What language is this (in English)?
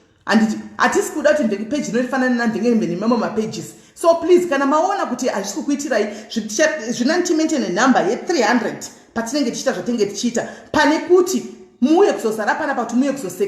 Shona